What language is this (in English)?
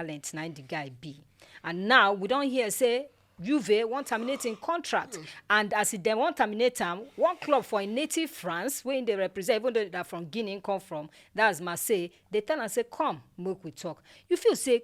Nigerian Pidgin